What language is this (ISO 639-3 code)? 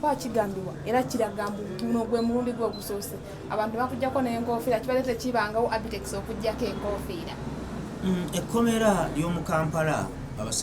lug